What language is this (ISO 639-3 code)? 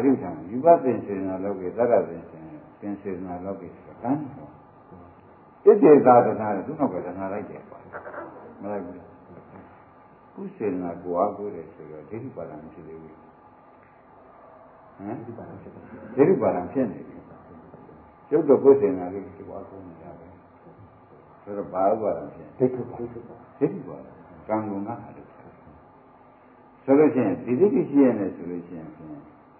mya